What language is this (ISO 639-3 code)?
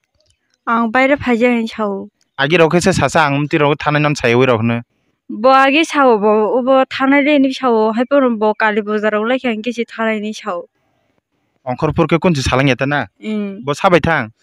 trp